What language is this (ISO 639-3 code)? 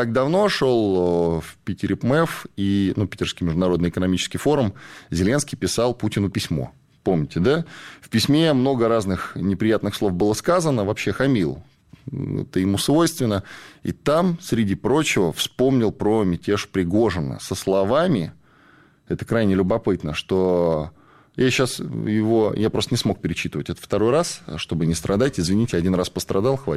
rus